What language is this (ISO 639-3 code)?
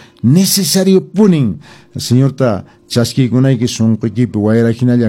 que